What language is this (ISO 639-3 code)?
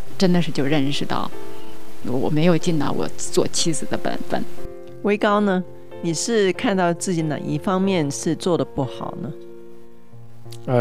zho